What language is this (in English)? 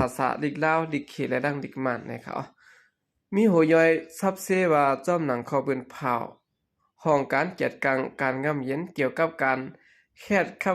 Shan